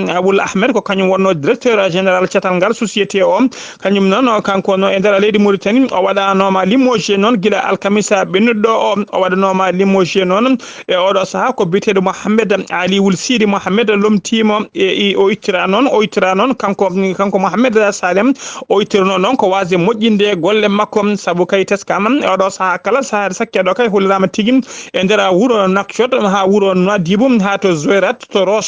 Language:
Fula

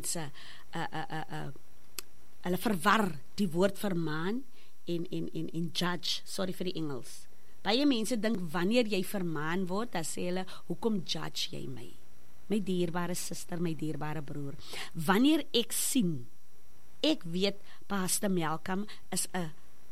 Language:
Afrikaans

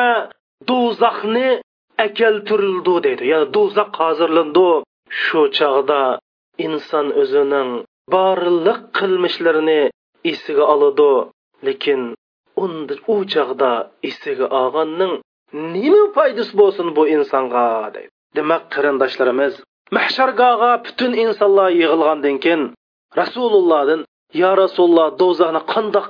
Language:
Uyghur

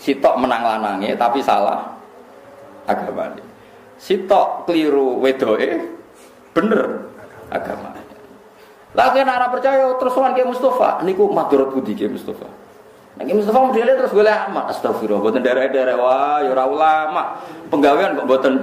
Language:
Javanese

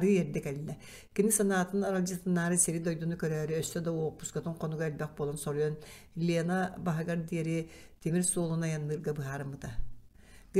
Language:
Yakut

